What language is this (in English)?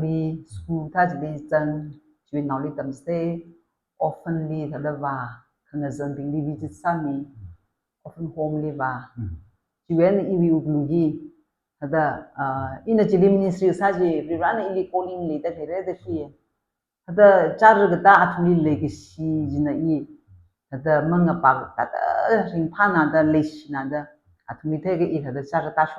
Tangkhul Naga (India)